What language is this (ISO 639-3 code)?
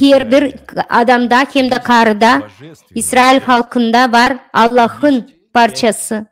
gag